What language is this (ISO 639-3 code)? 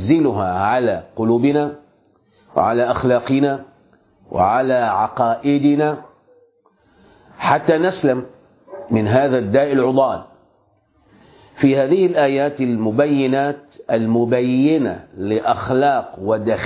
ara